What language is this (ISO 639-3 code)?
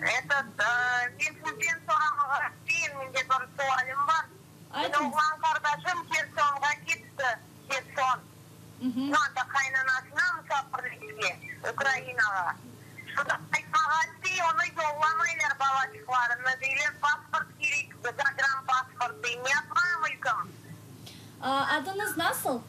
crh